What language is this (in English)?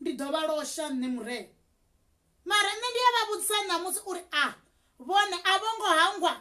Venda